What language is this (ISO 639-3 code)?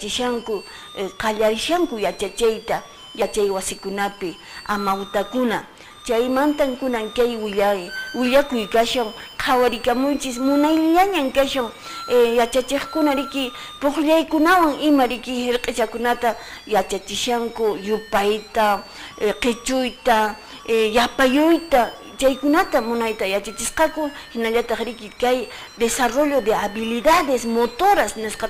que